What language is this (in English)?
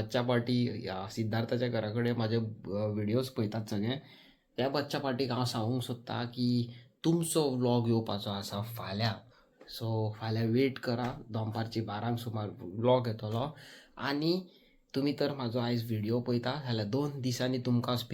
Konkani